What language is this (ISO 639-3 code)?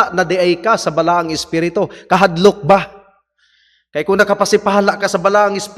ceb